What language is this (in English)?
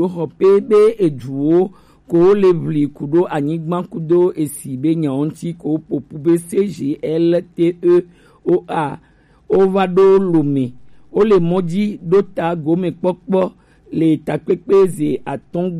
Gen